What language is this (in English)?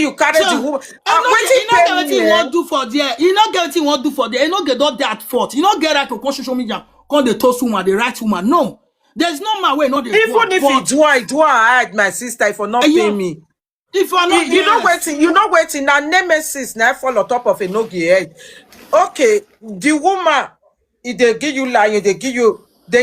Nigerian Pidgin